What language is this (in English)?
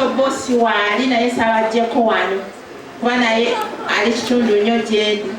Ganda